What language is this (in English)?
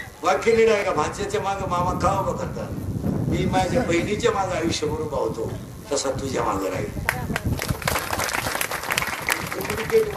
Marathi